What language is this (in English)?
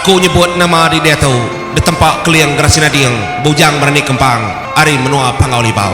Iban